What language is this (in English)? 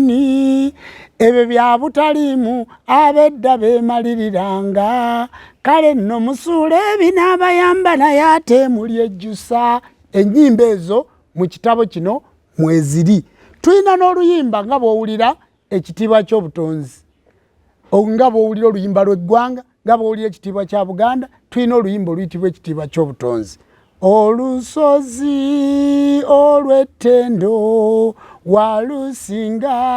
Ganda